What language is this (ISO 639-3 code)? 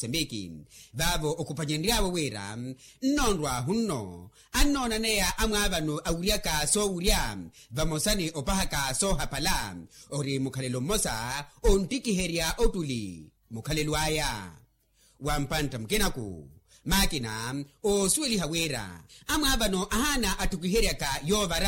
vmw